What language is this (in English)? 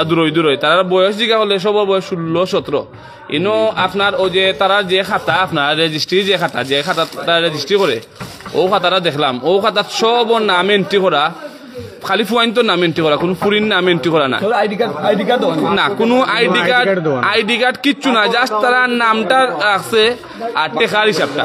Sylheti